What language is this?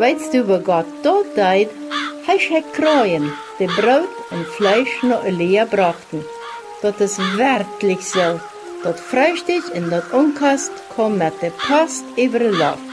Plautdietsch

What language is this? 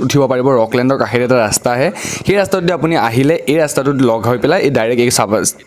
Assamese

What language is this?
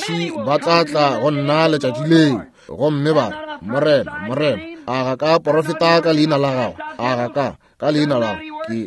Northern Sotho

